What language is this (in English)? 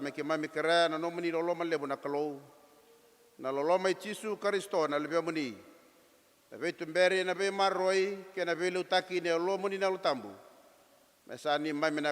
Fijian